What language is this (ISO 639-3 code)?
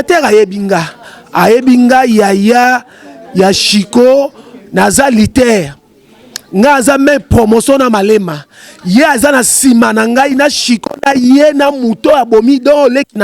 lin